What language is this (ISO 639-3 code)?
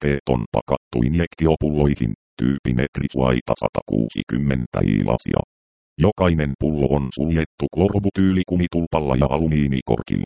fin